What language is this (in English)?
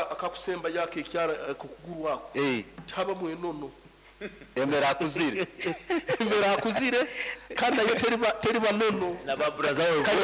Nyankole